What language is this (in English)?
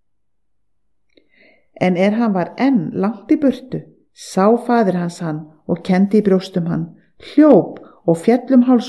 Icelandic